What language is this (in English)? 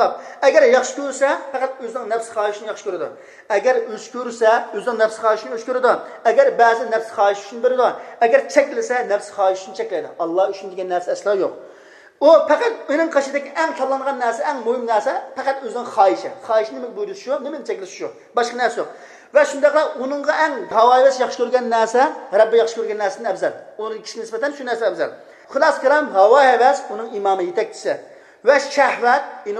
Uyghur